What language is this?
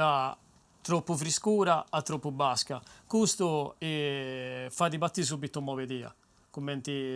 Sardinian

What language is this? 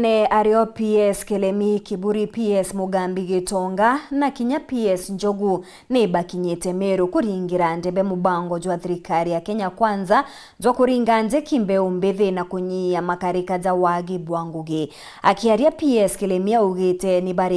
Meru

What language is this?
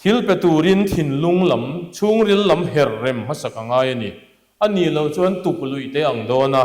Mizo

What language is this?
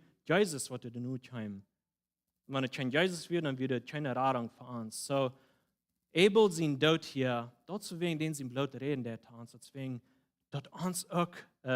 Plautdietsch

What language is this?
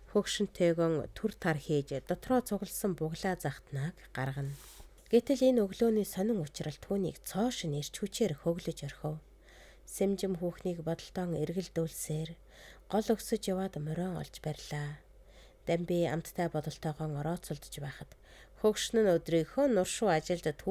Mongolian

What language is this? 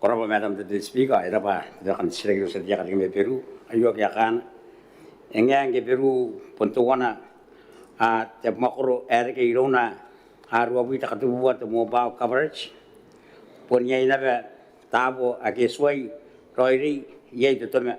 Gilbertese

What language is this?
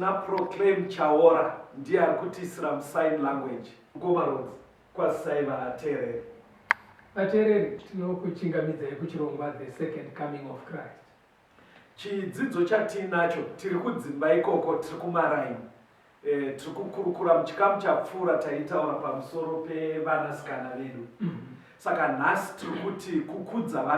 Shona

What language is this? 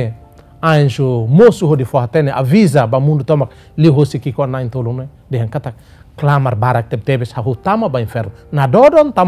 Tetum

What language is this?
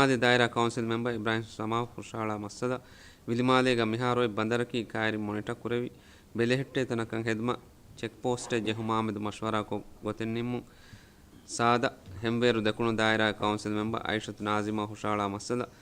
Divehi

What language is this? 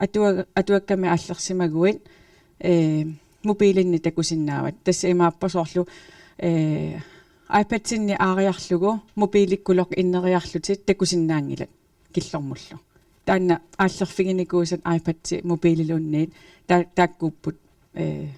Kalaallisut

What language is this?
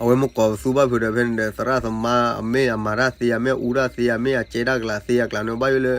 S'gaw Karen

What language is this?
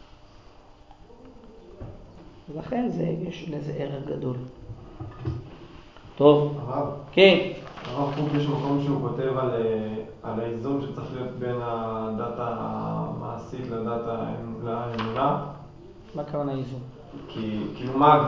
Hebrew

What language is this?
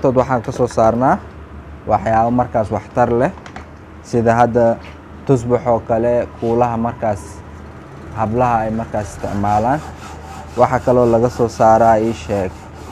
Somali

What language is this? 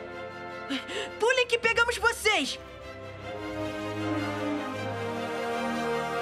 Portuguese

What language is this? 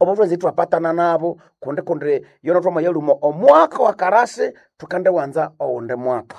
Nande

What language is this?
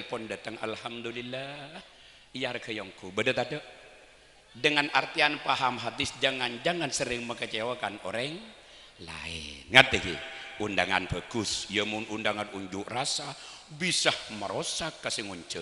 Madurese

